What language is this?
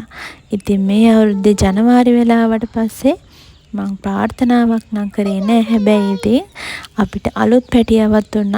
Sinhala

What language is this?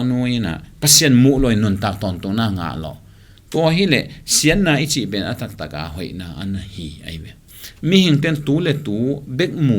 Tedim Chin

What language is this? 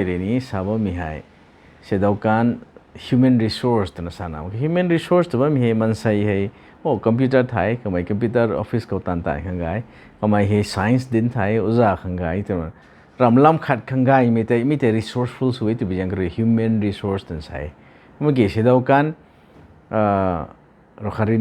Rongmei Naga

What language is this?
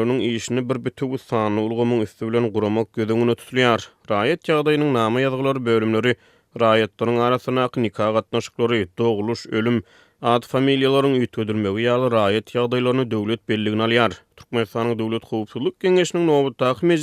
Turkmen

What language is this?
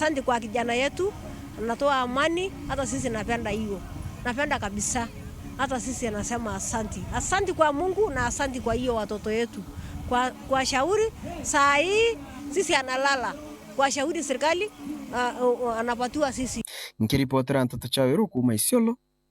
Meru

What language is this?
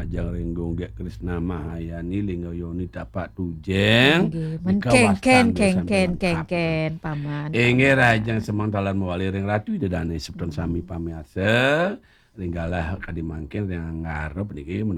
Balinese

